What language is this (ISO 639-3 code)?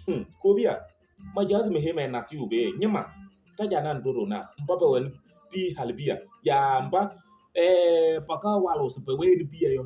kbp